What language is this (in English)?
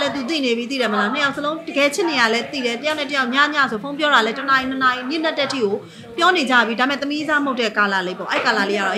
Burmese